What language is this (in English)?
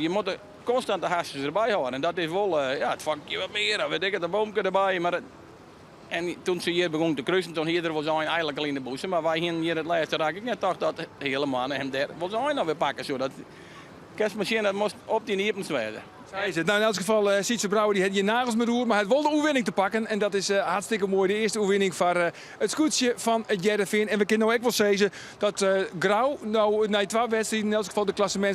Western Frisian